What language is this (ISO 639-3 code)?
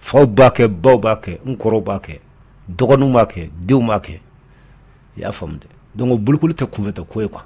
bam